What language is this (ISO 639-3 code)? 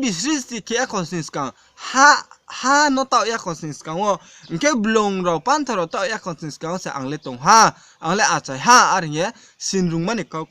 ria